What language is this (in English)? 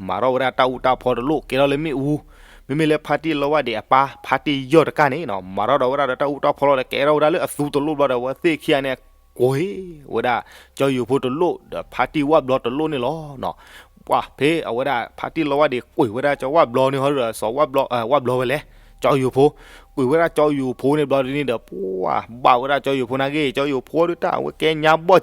S'gaw Karen